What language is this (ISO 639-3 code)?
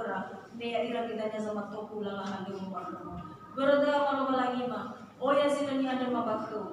nia